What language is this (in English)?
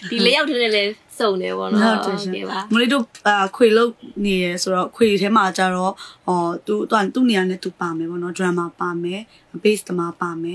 Burmese